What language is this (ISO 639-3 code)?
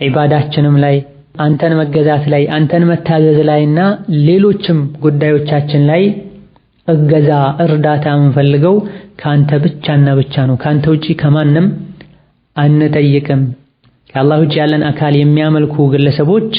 amh